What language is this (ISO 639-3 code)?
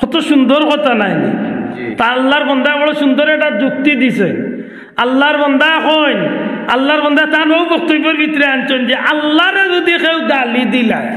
syl